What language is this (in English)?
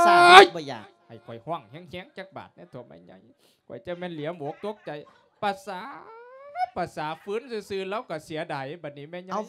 Lao